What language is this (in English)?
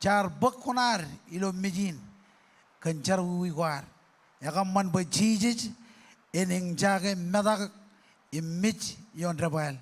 Marshallese